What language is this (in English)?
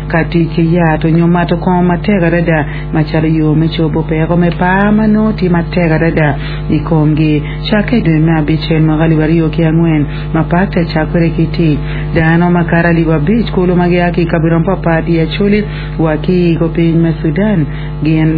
Acoli